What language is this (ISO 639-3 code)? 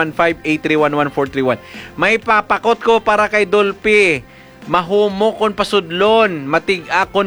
hil